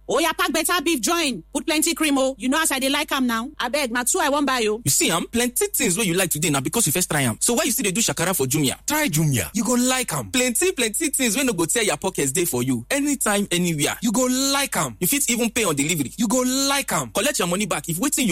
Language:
Nigerian Pidgin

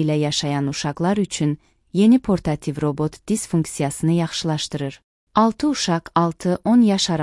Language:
Azerbaijani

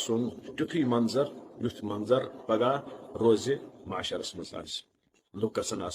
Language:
Kashmiri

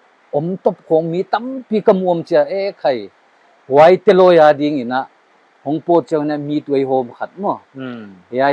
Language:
Paite Chin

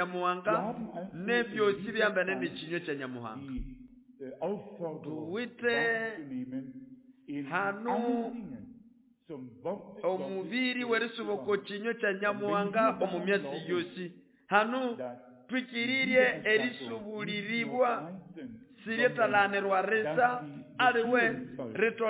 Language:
Nande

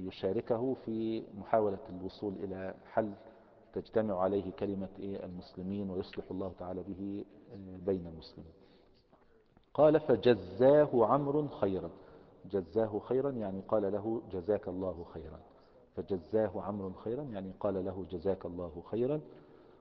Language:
Arabic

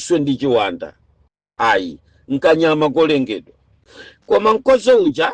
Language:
Nyanja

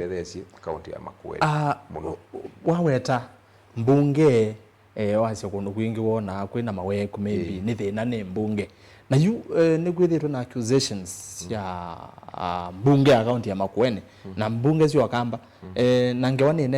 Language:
Kamba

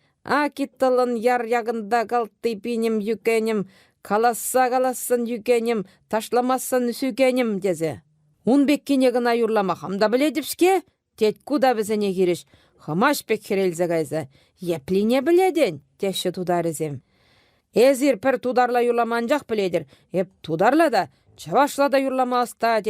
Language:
Chuvash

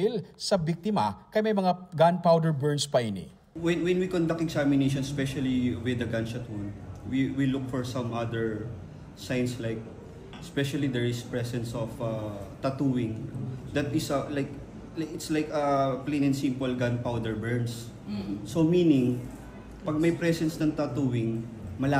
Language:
Hiligaynon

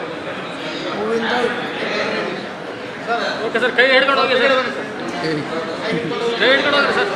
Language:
Kannada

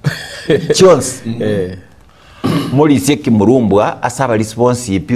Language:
Gusii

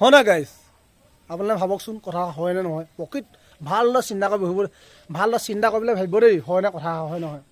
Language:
Assamese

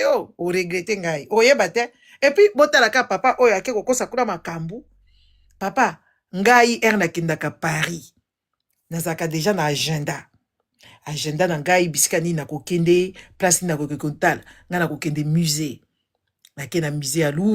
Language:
Lingala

